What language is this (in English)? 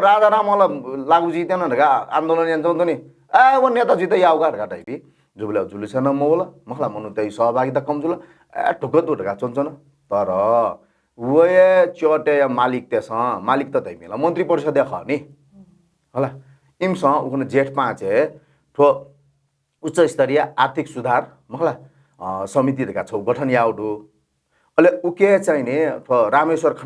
Newari